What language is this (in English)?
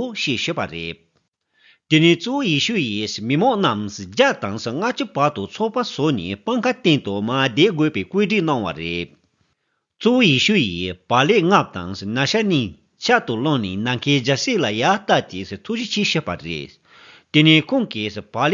Tibetan